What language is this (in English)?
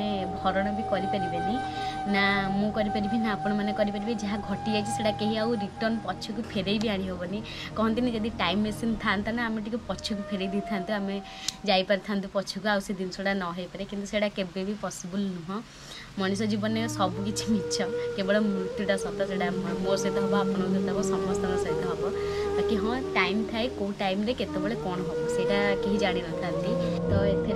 Odia